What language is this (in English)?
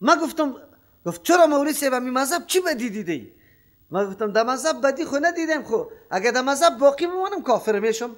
Persian